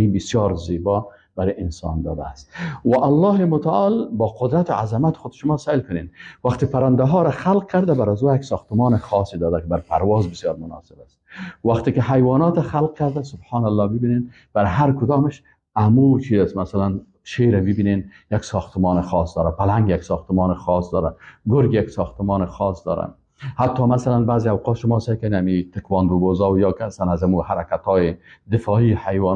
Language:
Persian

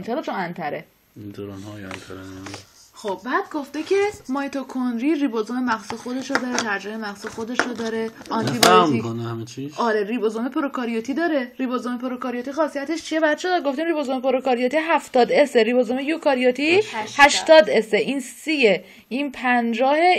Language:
Persian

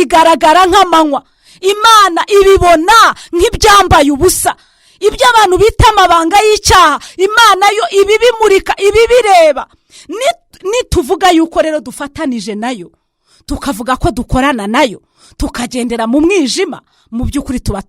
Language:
Kinyarwanda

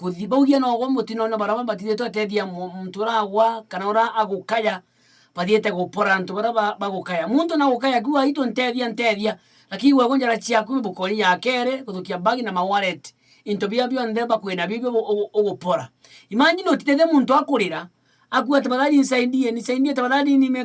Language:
Meru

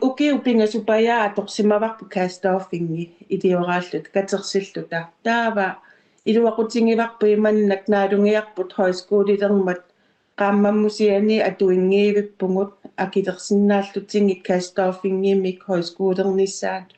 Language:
Kalaallisut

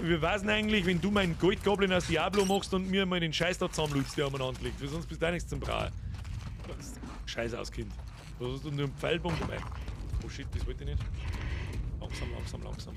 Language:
Bavarian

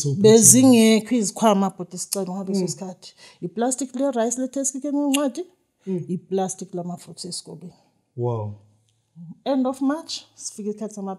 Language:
Zulu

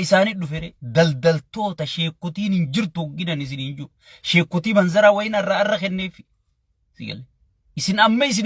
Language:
Oromo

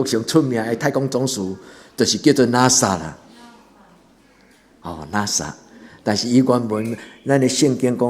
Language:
Min Nan Chinese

